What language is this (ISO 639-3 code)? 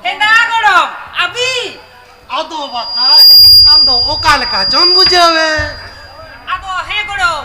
sat